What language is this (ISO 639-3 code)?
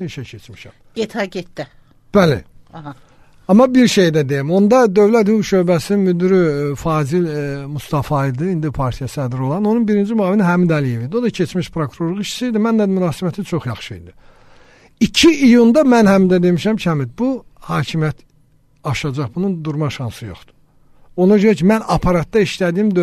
aze